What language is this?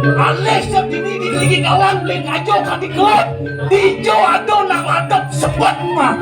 Balinese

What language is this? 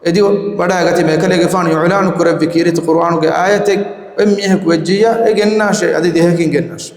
Divehi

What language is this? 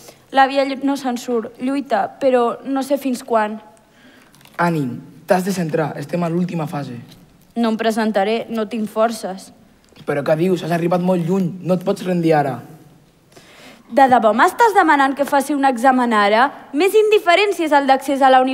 Catalan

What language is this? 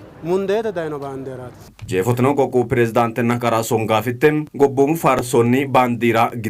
Sidamo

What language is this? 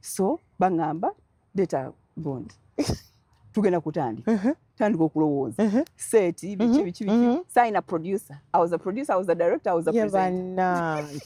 Ganda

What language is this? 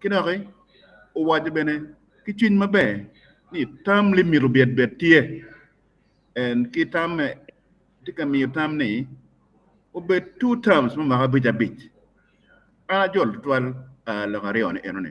Acoli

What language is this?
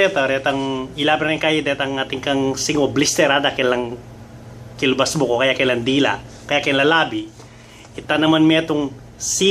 Pampanga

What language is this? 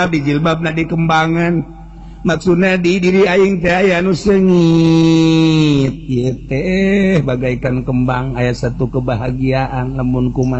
Sundanese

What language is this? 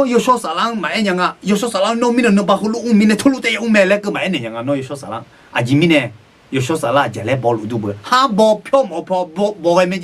Akha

